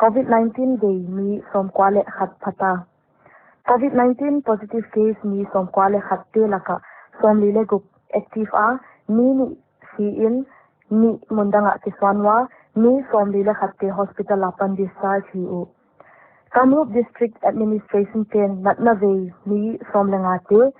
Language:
Paite Chin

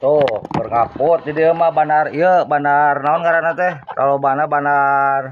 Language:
Sundanese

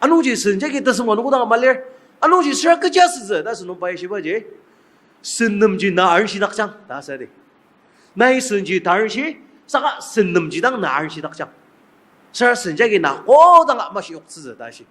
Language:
Ao Naga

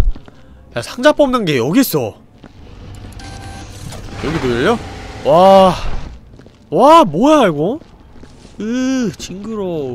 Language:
Korean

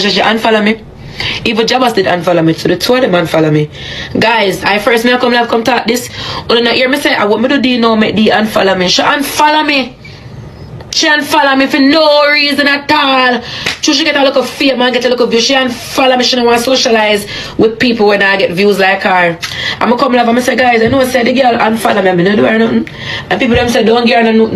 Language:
Jamaican Creole English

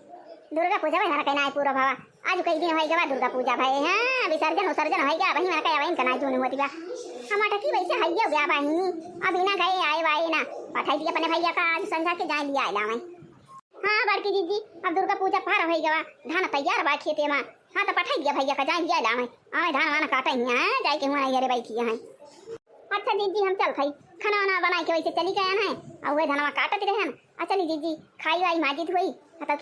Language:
Awadhi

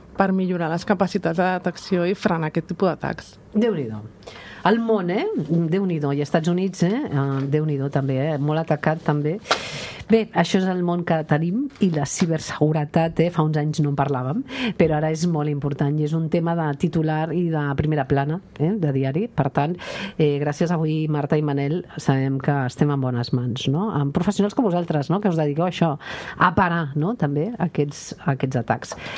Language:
Catalan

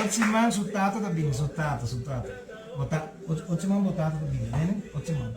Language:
Papiamento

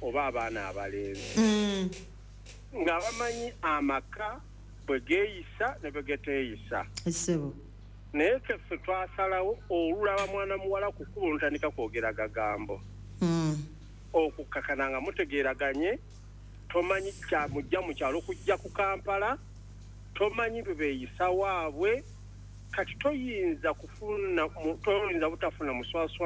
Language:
Ganda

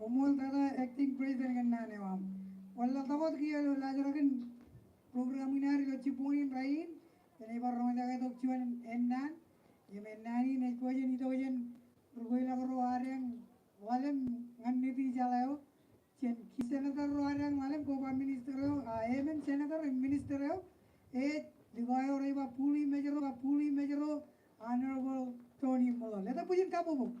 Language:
Marshallese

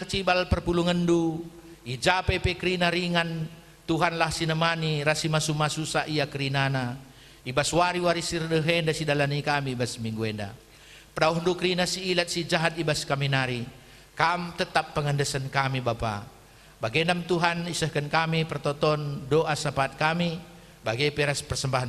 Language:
Batak Karo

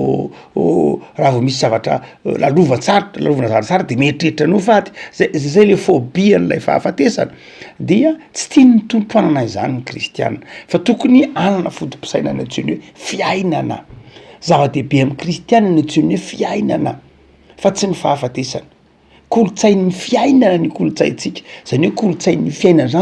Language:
Malagasy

